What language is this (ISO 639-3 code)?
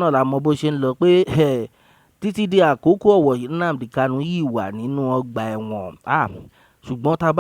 yor